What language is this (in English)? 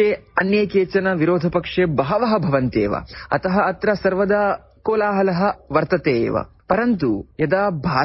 Sanskrit